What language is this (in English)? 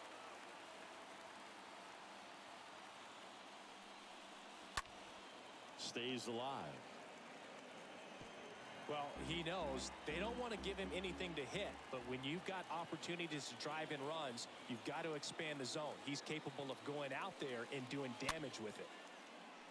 English